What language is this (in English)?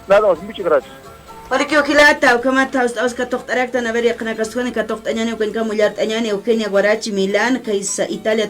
Aymara